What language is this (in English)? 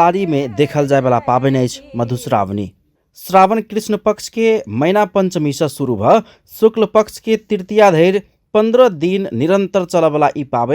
Maithili